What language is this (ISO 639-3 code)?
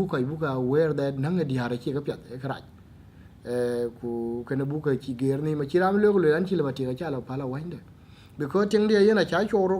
din